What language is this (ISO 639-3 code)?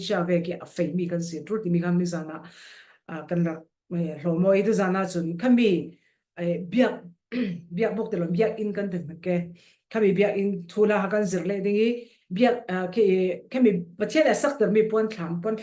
cfm